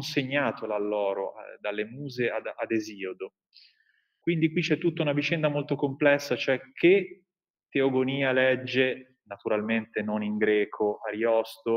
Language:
Italian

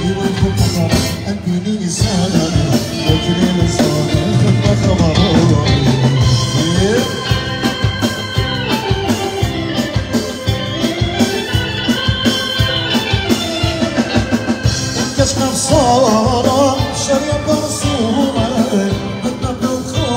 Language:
Assyrian Neo-Aramaic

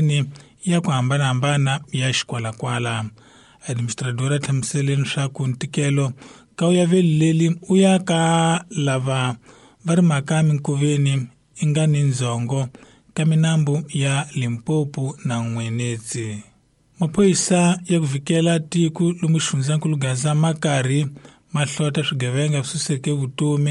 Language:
Tsonga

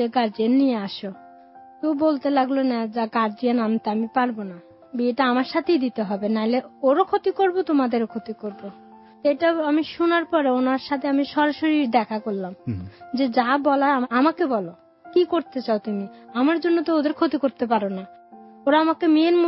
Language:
Bangla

